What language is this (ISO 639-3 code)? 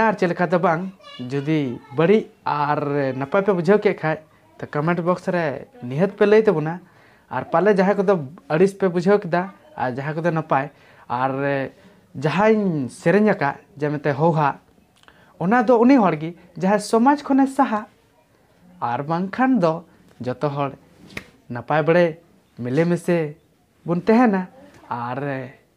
sat